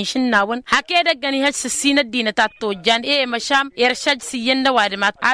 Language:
Tamasheq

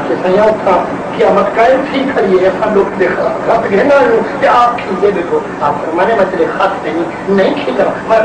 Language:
Saraiki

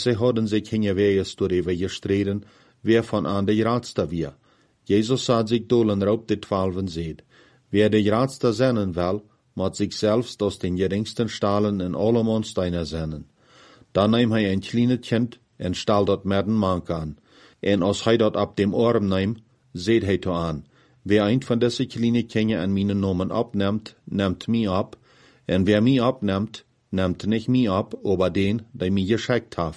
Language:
Plautdietsch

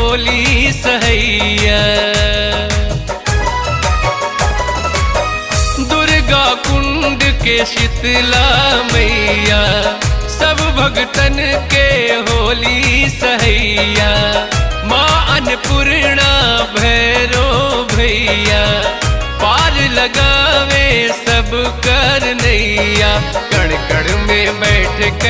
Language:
Bhojpuri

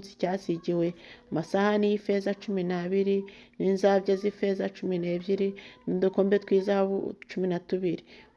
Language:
Kinyarwanda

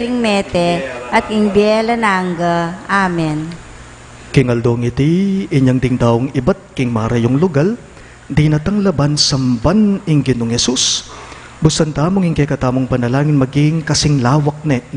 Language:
Pampanga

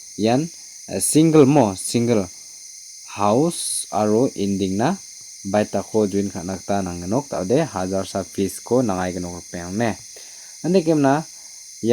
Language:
Garo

